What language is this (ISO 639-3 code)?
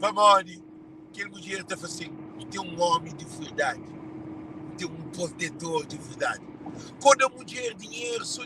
kea